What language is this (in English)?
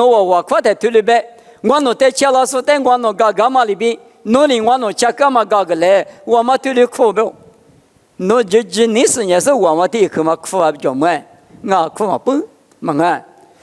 Lisu